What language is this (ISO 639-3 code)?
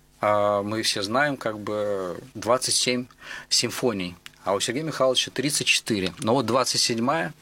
rus